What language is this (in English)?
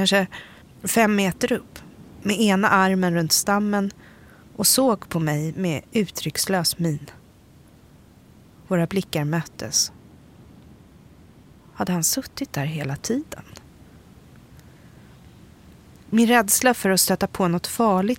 Swedish